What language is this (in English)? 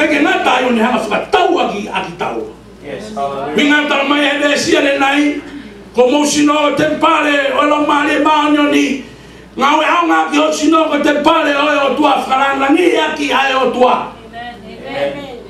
Tongan